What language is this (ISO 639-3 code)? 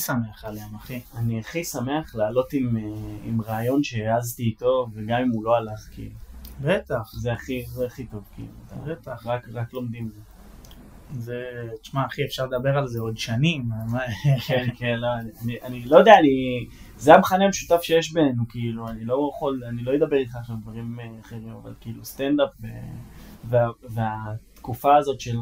heb